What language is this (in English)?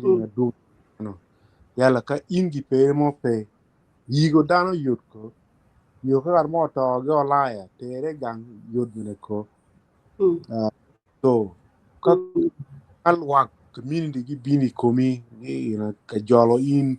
Acoli